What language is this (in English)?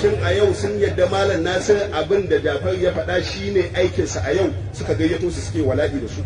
Hausa